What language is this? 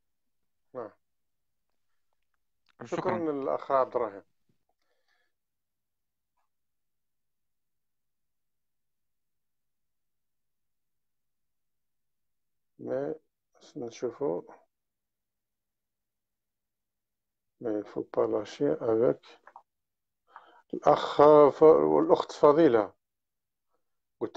Algerian Arabic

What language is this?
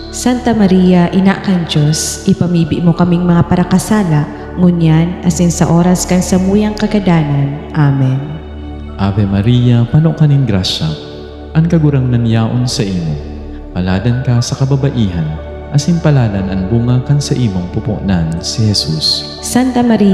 Bikol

